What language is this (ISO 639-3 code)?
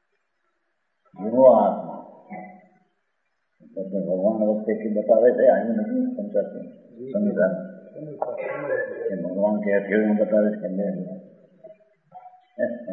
guj